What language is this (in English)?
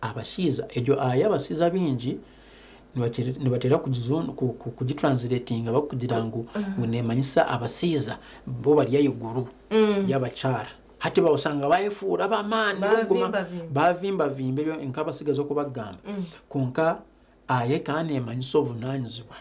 Nyankole